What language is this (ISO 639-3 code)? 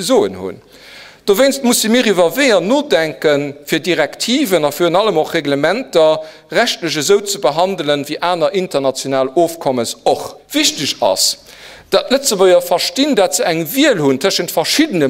ltz